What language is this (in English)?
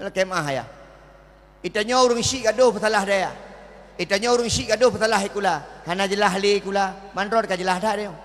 Achinese